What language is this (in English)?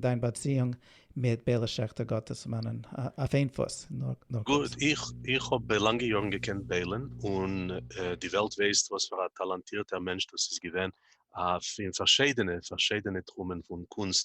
Yiddish